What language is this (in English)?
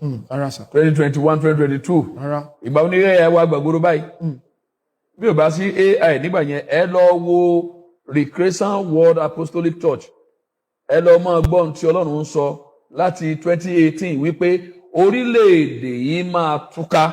Yoruba